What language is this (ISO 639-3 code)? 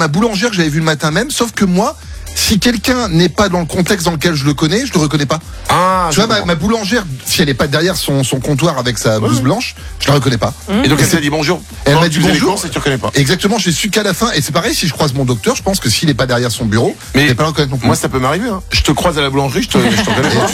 fra